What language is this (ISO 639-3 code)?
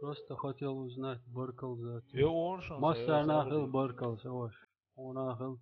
che